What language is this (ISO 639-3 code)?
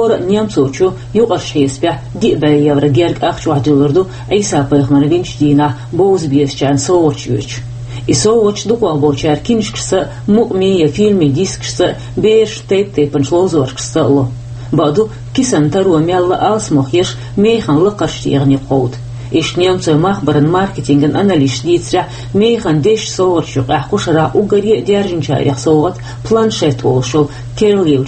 che